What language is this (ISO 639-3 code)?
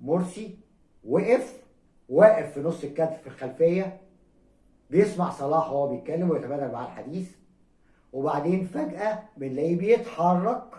arz